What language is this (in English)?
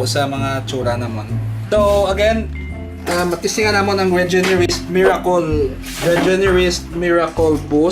Hiligaynon